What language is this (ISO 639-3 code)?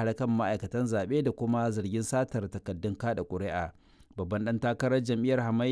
hau